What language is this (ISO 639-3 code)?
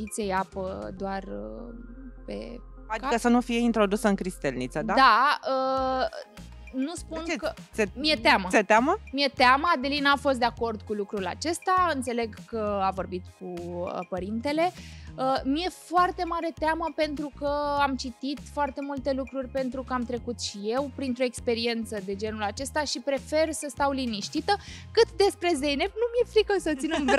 ron